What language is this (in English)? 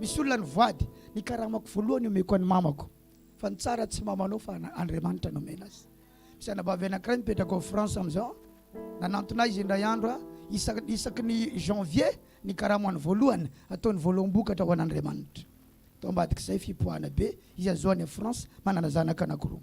Malagasy